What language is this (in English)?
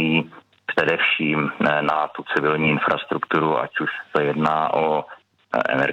Czech